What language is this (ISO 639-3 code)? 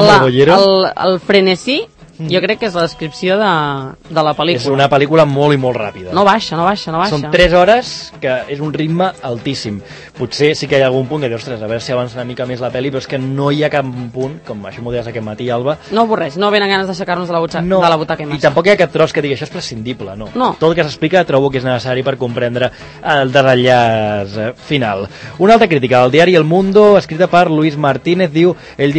cat